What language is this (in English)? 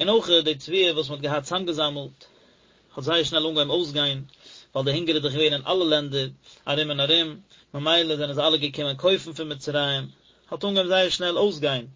Yiddish